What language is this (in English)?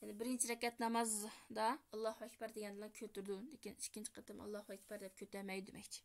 Uyghur